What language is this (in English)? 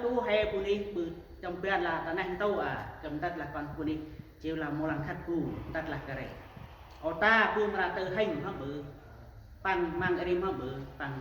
Central Mnong